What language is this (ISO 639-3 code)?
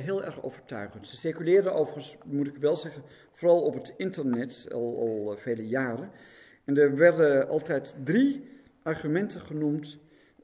nld